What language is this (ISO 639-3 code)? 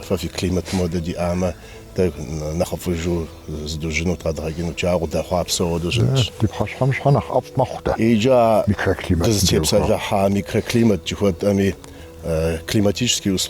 kbd